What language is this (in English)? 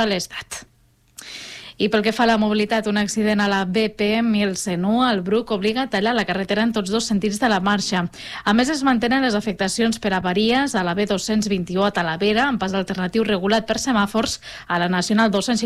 Catalan